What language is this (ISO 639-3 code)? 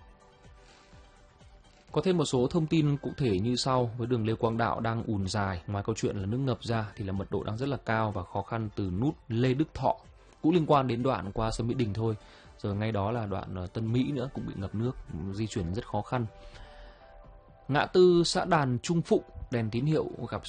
vie